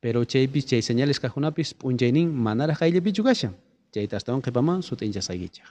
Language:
South Bolivian Quechua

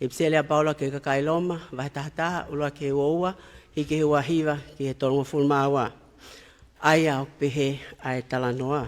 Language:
Tongan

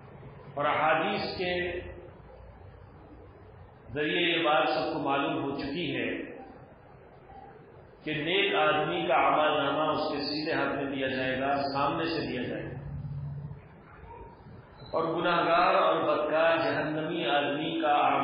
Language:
Urdu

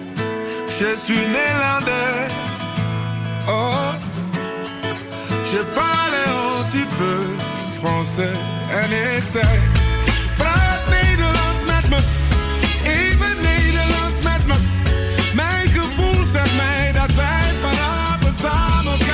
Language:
Dutch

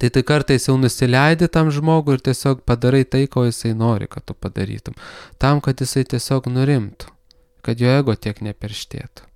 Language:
Lithuanian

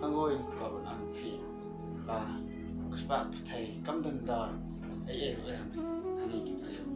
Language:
Khasi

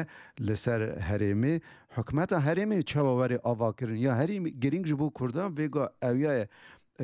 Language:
Kurdish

